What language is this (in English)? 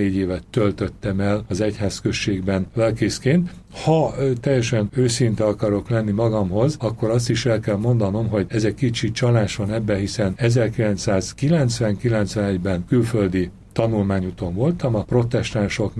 Hungarian